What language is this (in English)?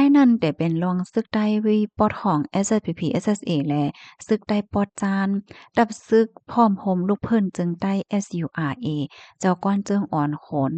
Shan